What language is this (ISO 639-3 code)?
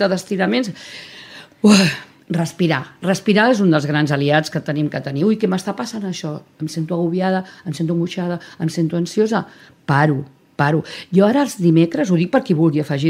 cat